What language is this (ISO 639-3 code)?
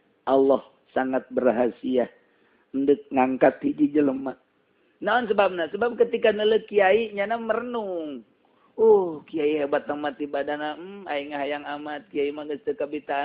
sun